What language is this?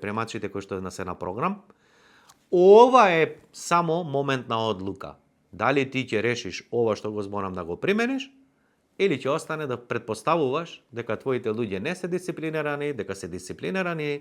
Macedonian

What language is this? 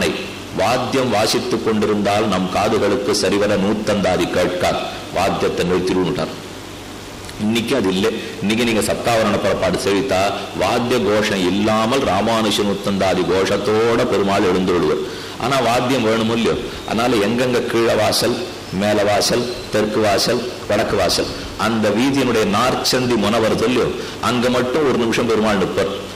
Tamil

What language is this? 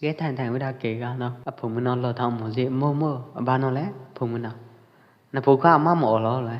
Pwo Eastern Karen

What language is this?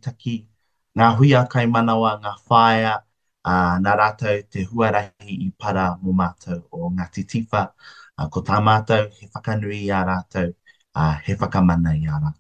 Māori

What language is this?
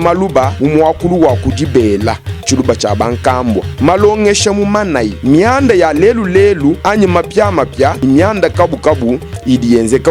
Luba-Lulua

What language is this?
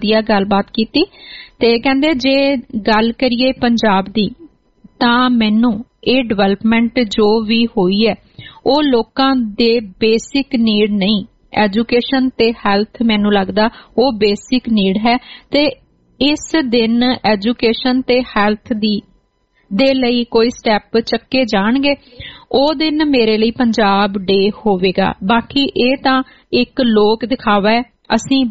Punjabi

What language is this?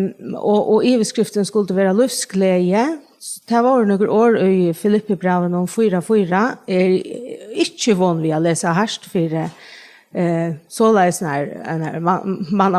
Faroese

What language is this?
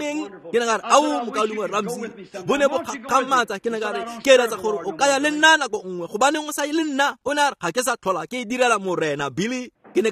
Tswana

